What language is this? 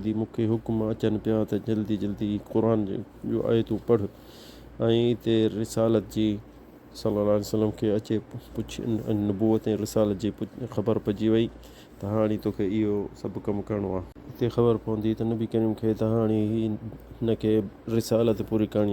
Sindhi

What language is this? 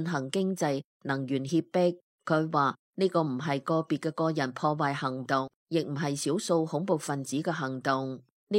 Cantonese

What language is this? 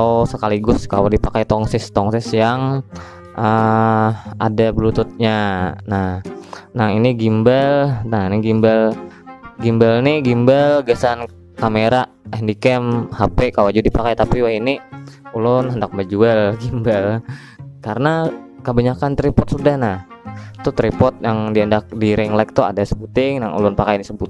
Banjar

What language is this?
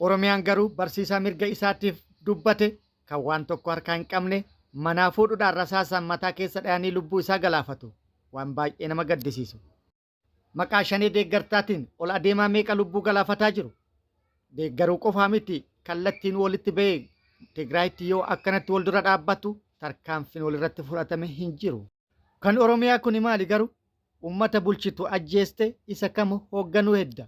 Oromo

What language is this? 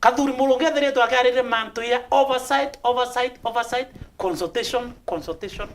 Meru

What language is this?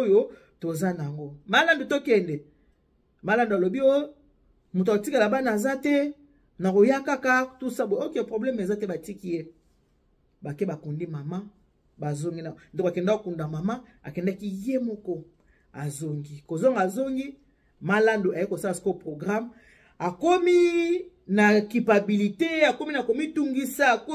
Lingala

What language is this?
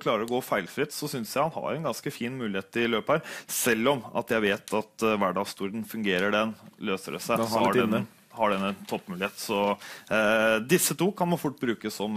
Norwegian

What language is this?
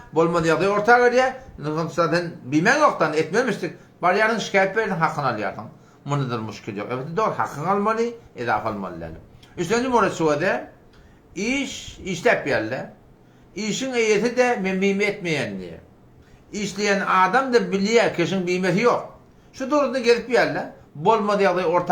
Turkmen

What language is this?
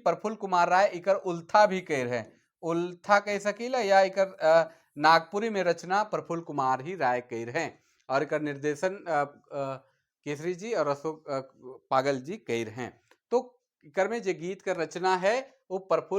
Sadri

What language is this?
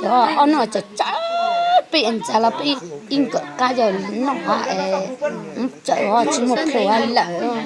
Hmong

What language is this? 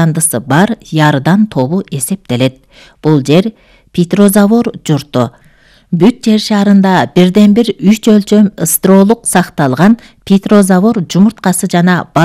Kyrgyz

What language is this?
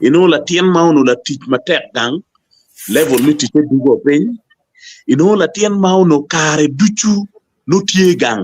Acoli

